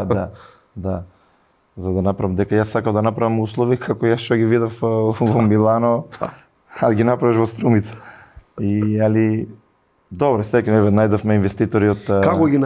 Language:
Macedonian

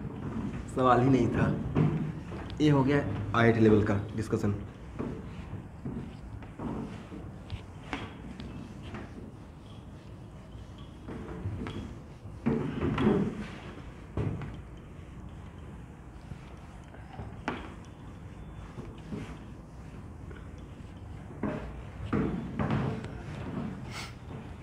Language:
Hindi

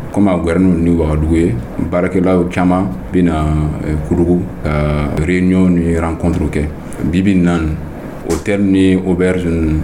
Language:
Dyula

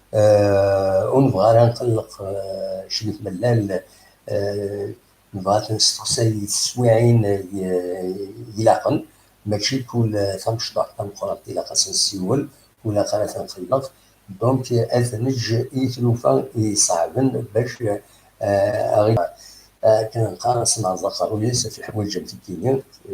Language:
Kabyle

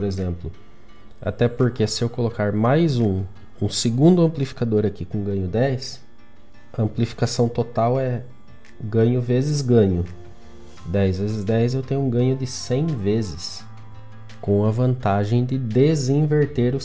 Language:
Portuguese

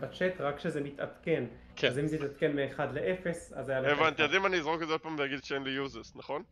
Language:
Hebrew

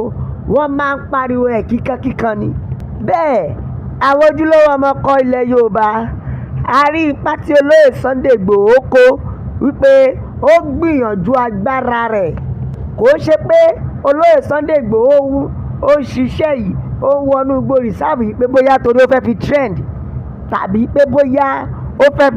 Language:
Yoruba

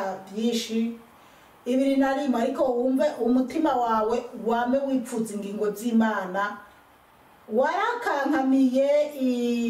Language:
Rundi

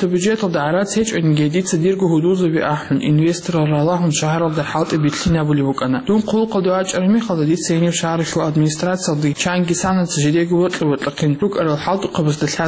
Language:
Avaric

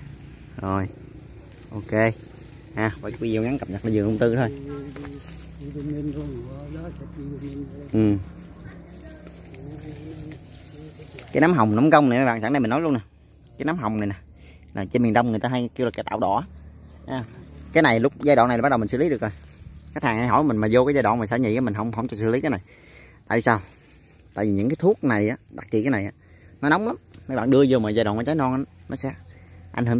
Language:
Vietnamese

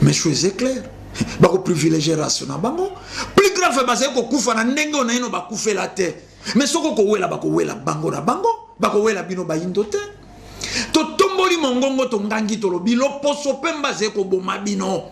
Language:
Lingala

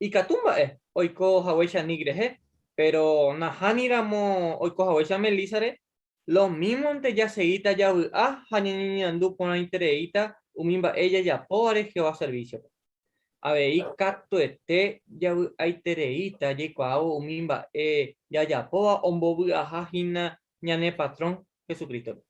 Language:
Guarani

